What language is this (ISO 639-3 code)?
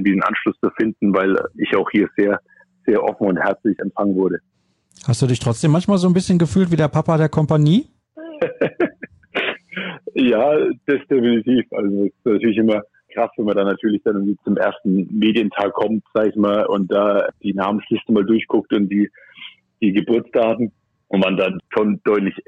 deu